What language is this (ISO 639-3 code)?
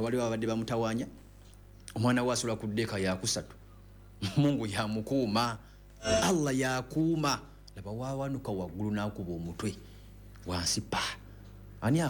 lug